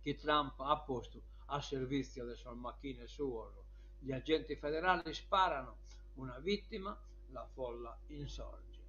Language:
Sardinian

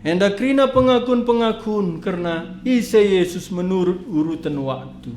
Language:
Batak Karo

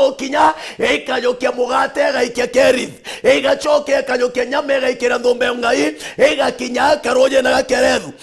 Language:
Meru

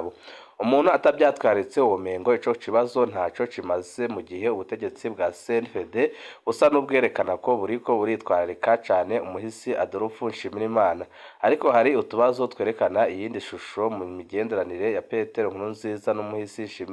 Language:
Rundi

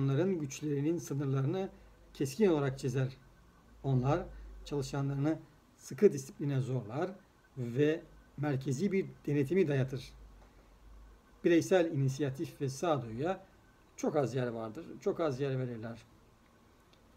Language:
Turkish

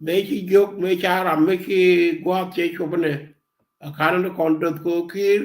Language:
Nuer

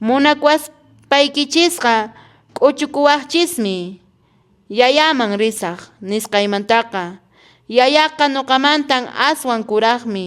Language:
Quechua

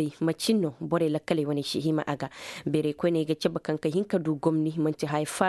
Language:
Koyraboro Senni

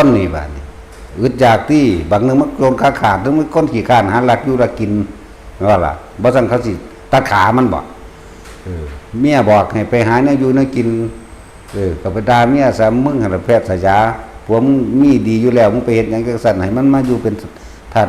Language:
Northeastern Thai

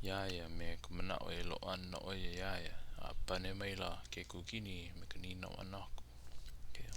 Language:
Hawaiian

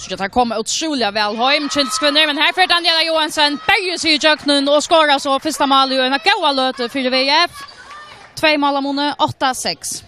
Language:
Faroese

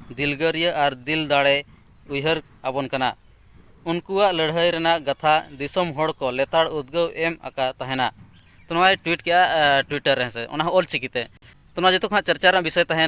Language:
Santali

